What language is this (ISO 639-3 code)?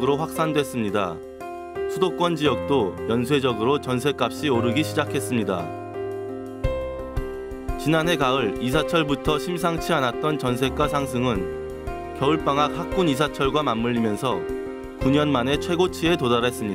kor